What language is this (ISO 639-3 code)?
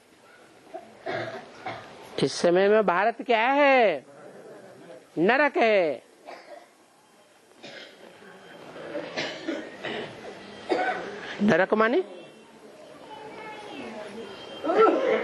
hin